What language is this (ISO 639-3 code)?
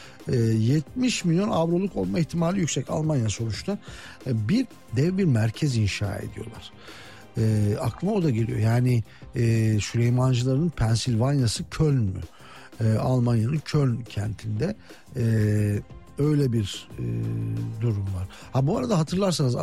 tur